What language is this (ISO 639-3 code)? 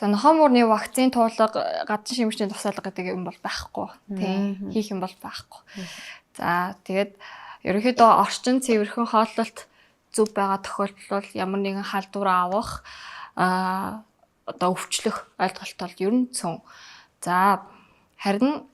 mon